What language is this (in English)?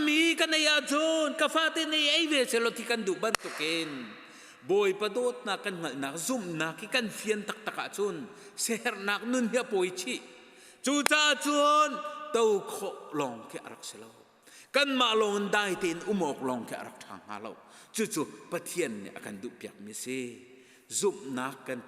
Hakha Chin